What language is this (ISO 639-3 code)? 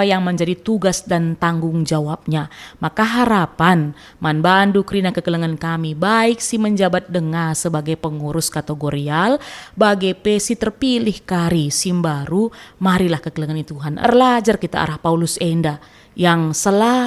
btx